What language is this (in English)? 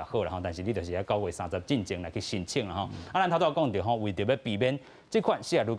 Min Nan Chinese